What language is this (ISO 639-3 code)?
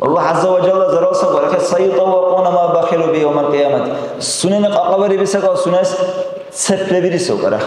dar